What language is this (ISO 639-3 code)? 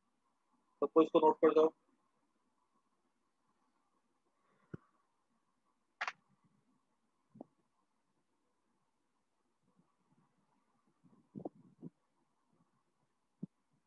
hin